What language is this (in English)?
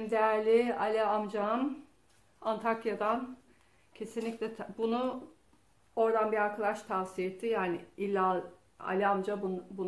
Turkish